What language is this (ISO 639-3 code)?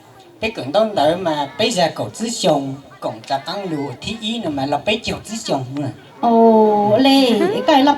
hmn